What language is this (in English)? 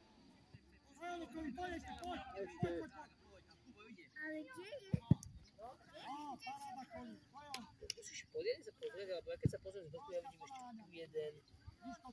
Slovak